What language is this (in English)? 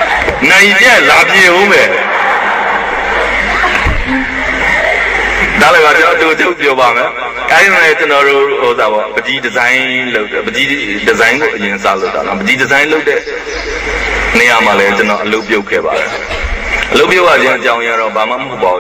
Burmese